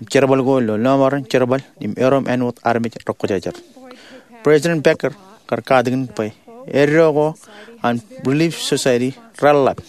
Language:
Marshallese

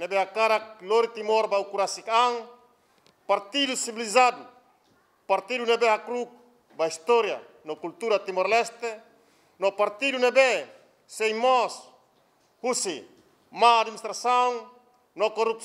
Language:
Tetum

